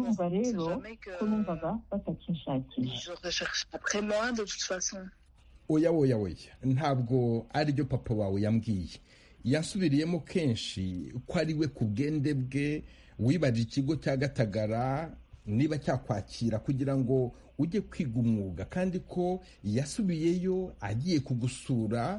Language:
Kinyarwanda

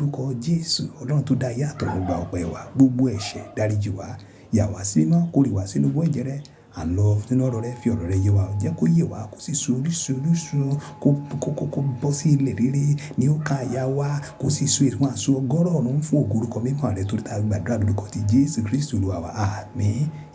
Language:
Yoruba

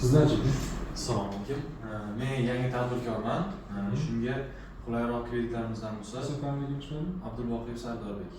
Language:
Uzbek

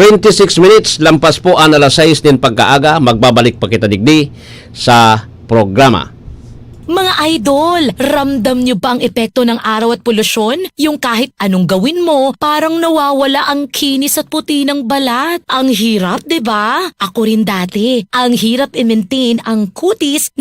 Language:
Bikol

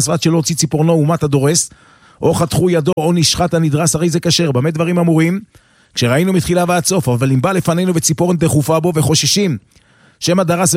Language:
Hebrew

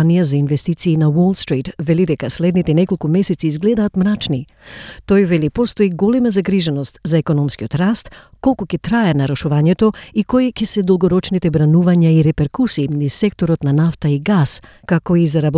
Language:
Macedonian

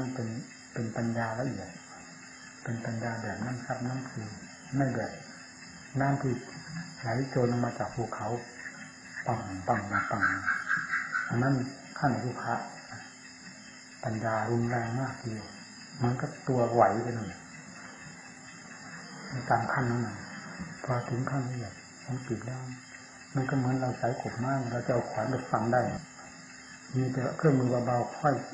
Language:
Thai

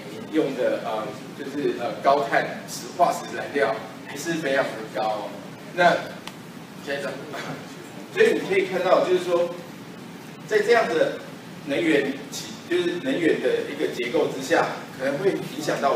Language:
Chinese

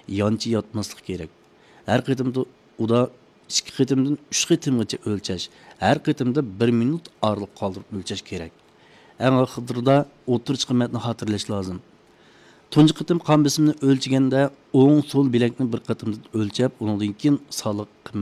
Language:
Uyghur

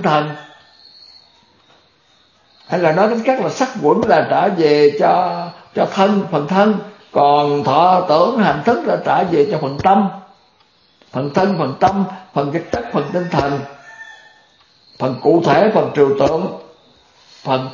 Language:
Vietnamese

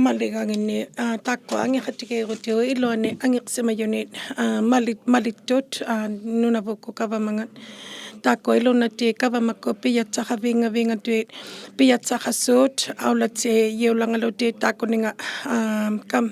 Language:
Inuktitut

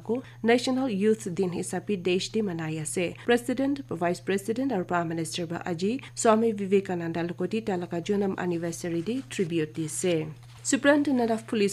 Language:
Naga Pidgin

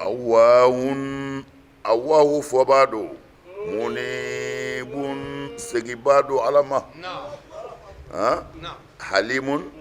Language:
Bambara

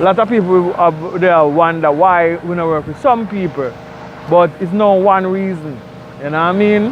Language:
Jamaican Creole English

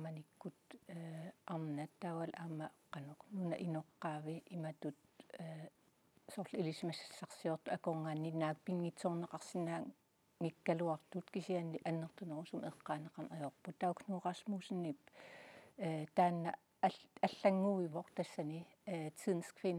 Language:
Kalaallisut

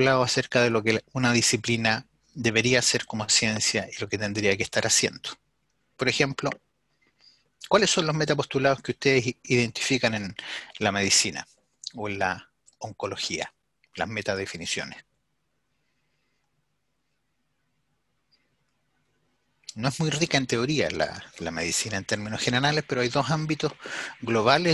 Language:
Spanish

